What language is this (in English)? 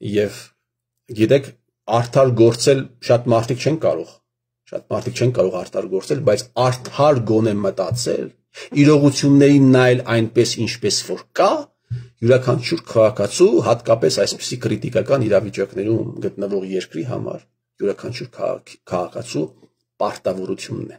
Armenian